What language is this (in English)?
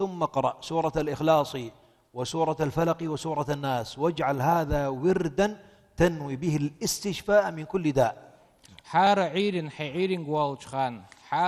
Ingush